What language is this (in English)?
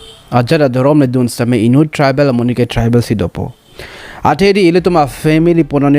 Karbi